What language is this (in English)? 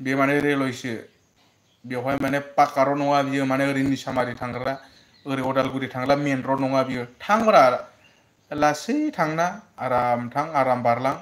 Bodo